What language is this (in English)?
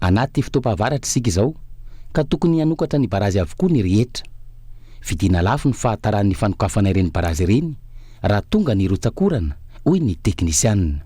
Malagasy